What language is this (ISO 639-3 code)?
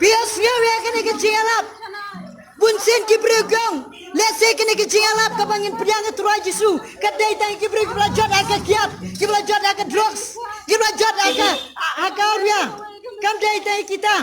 kha